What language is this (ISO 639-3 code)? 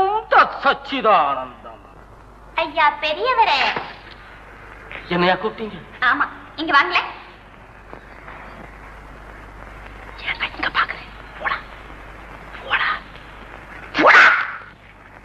tam